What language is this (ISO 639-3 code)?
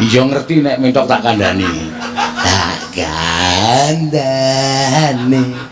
jav